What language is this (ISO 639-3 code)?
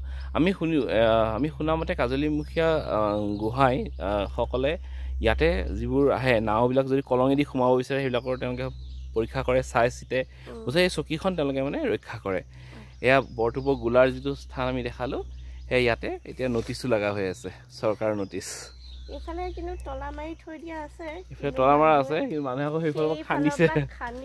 asm